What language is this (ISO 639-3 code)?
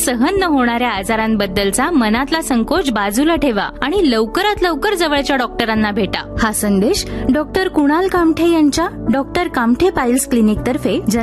mar